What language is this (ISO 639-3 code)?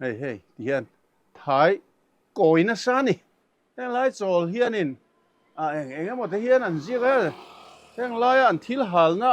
lus